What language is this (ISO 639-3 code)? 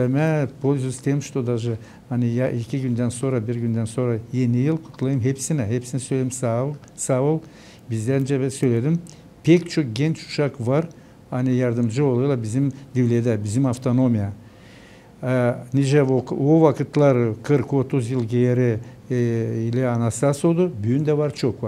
gag